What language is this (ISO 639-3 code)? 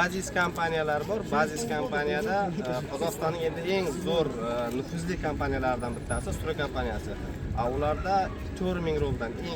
uzb